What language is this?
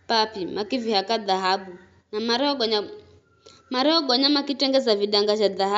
Giryama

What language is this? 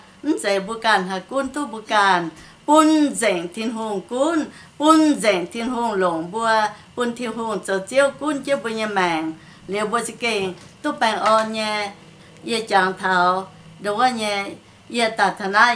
Iu Mien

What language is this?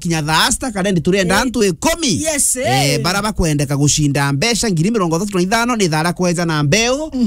Meru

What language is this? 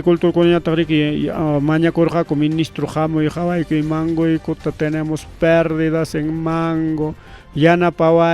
Ayacucho Quechua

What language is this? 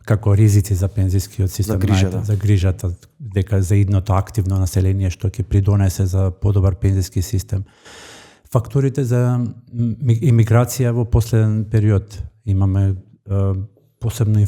Macedonian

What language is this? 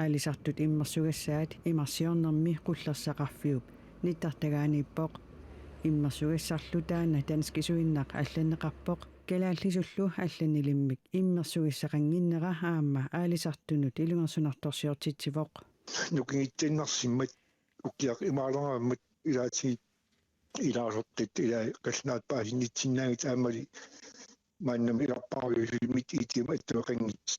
Kalaallisut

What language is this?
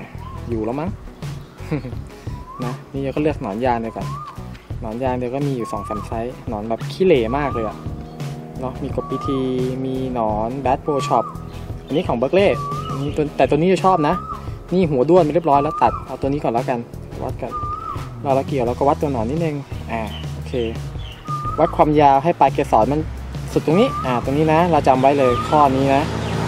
Thai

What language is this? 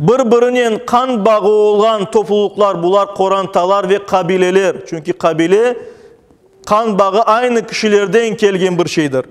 Crimean Tatar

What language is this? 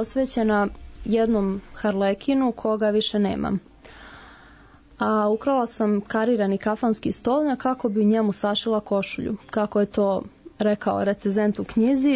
Serbian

